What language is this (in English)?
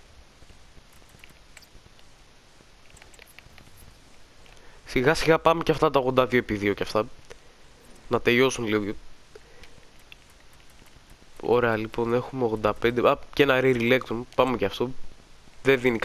Greek